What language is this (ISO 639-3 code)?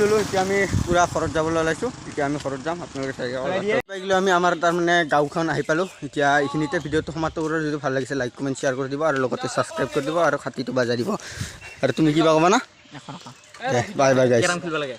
asm